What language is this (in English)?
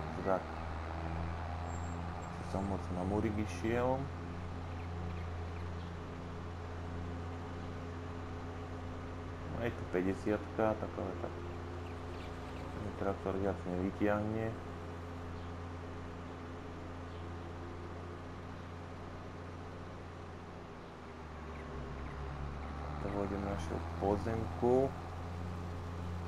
Slovak